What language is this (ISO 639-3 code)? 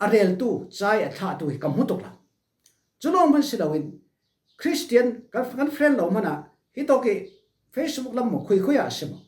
cfm